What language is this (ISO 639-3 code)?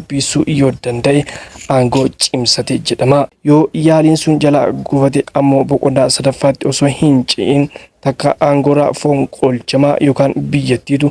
orm